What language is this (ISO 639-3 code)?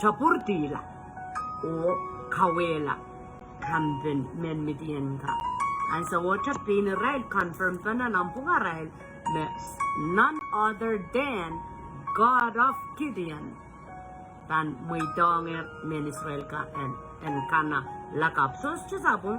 pon